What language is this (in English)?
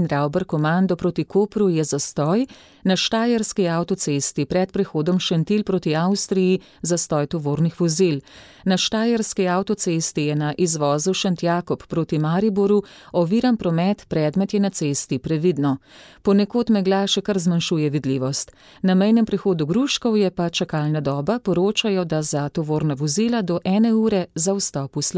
Slovenian